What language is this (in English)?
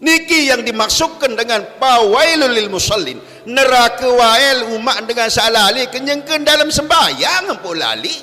Sasak